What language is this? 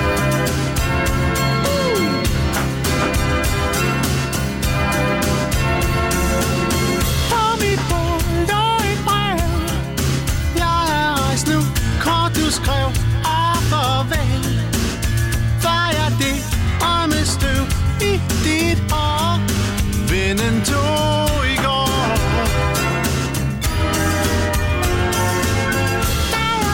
Danish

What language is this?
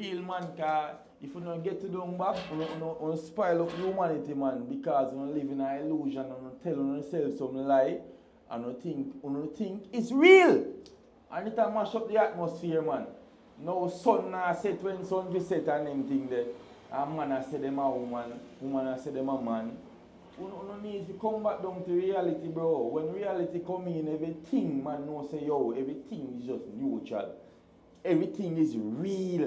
Jamaican Creole English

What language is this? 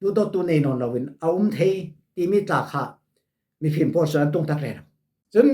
Falam Chin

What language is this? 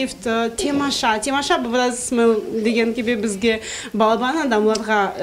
Crimean Tatar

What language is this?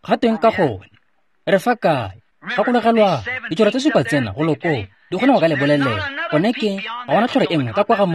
Tswana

